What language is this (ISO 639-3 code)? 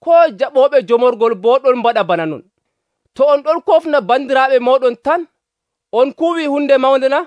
fuv